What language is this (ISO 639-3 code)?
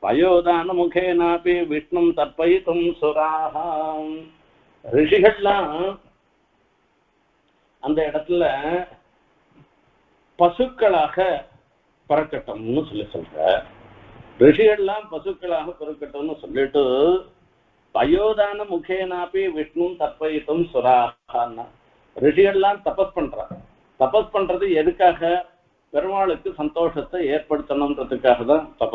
tam